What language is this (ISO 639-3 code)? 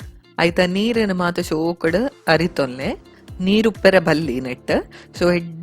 tcy